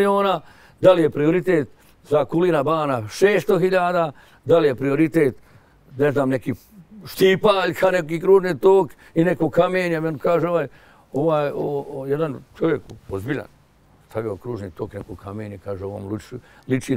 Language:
Bosnian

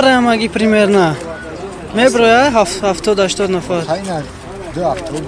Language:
Tajik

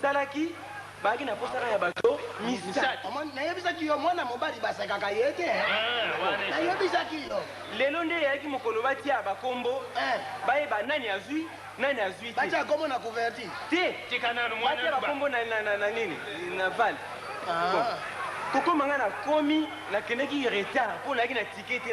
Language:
Lingala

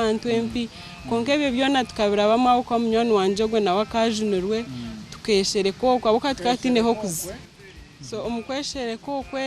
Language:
Nyankole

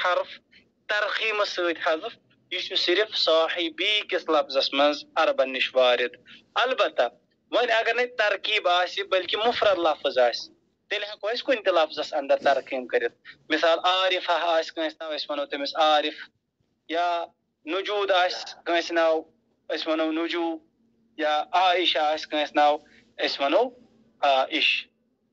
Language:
Kashmiri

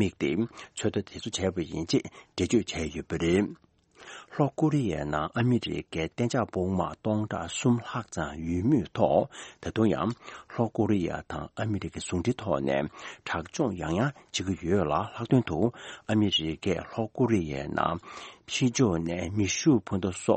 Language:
Tibetan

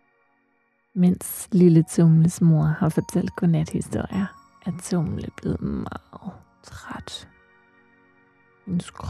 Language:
Danish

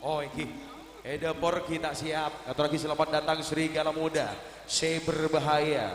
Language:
Madurese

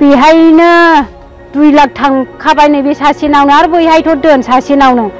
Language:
Bodo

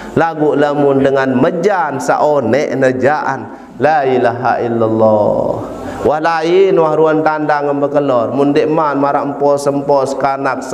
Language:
Sasak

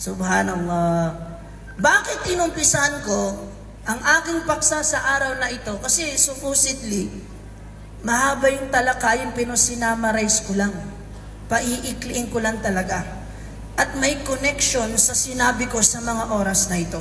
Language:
Maranao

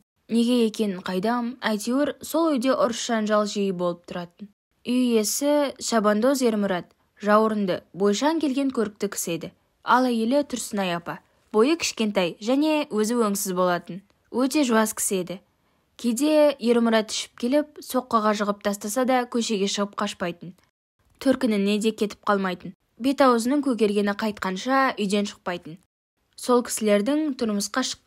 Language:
Kazakh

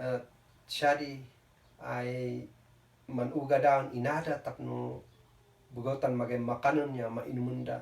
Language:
Kankanaey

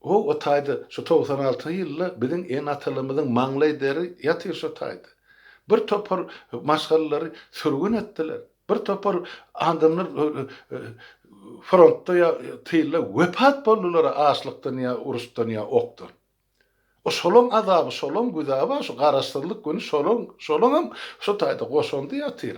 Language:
Turkmen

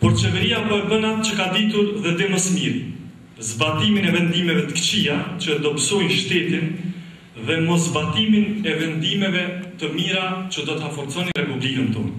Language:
Albanian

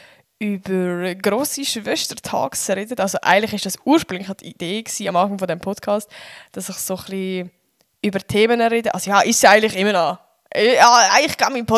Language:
Swiss German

